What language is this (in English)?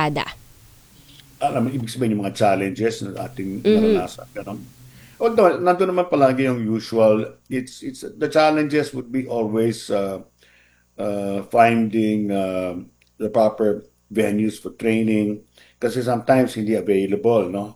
Filipino